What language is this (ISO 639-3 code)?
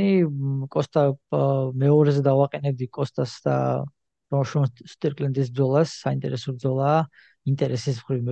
kat